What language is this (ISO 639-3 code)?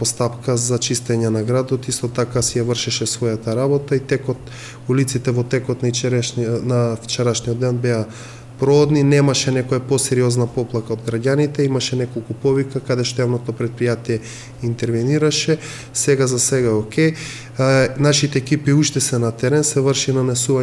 mkd